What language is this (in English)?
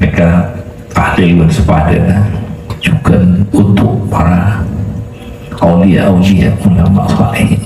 Madurese